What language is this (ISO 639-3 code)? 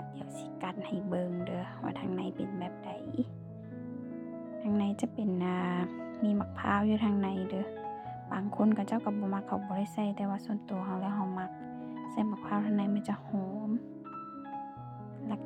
lao